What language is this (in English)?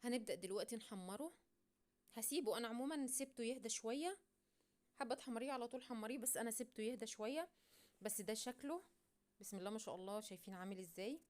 Egyptian Arabic